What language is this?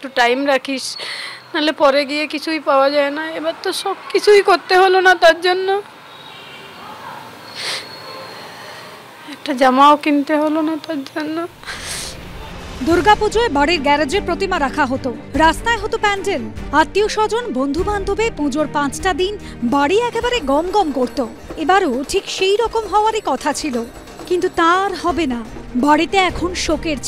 Bangla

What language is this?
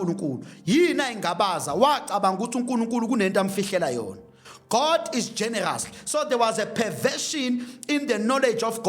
Zulu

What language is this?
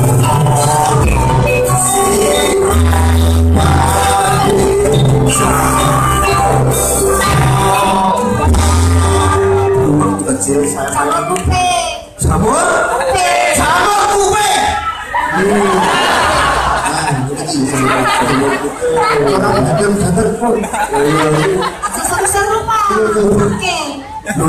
Indonesian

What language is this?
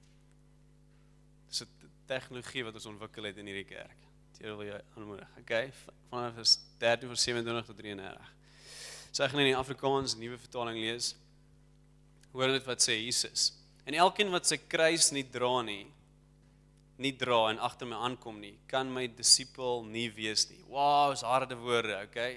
Afrikaans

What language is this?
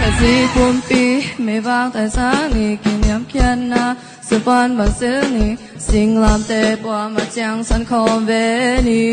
Tedim Chin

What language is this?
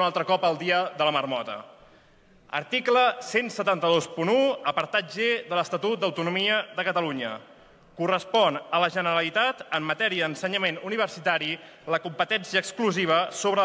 Catalan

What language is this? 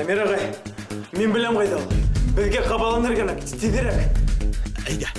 Bashkir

